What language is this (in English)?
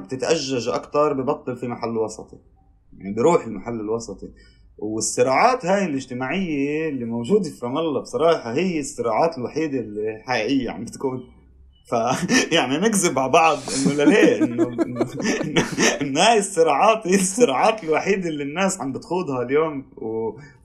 North Levantine Arabic